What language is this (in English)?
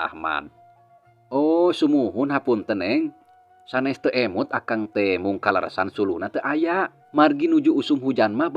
Sundanese